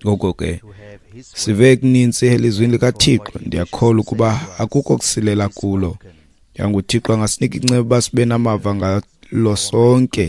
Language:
Xhosa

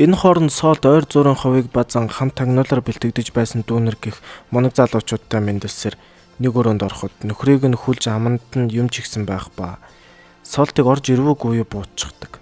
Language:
Mongolian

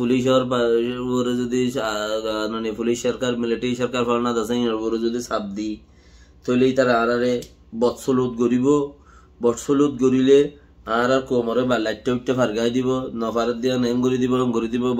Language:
Rohingya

